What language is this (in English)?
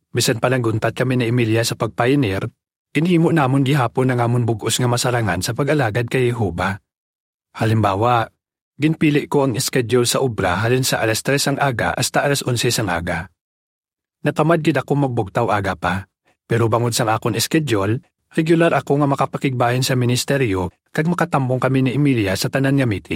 Hiligaynon